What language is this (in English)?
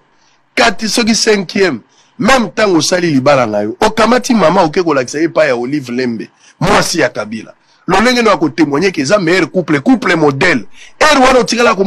Lingala